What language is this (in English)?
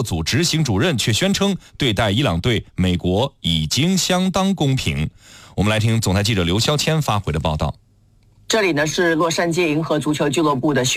Chinese